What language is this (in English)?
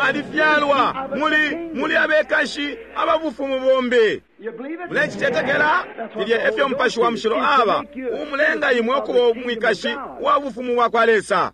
Bemba